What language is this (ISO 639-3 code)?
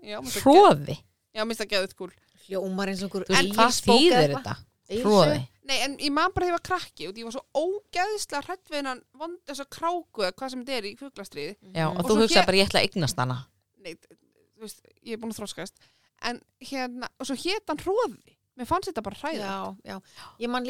isl